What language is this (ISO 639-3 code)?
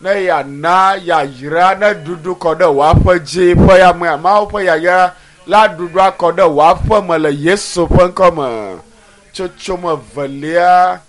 ewe